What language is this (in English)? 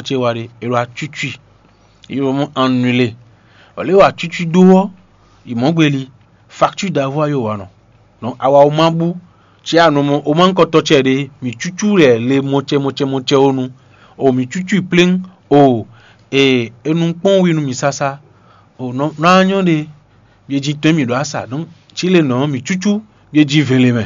Fon